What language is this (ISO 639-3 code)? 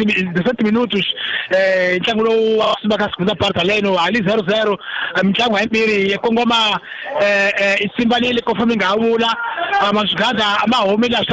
tso